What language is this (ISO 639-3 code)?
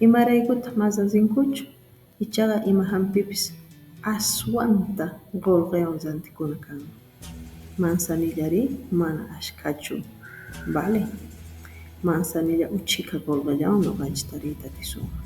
que